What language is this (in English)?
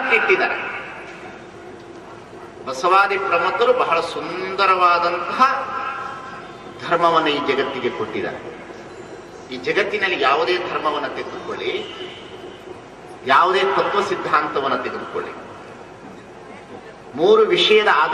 Kannada